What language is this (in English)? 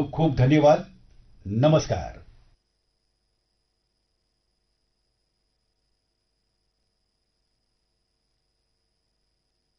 Gujarati